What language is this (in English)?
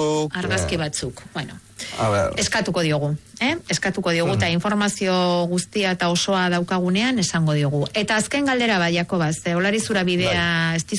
Basque